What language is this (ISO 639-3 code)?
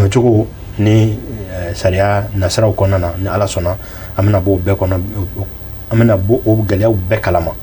bam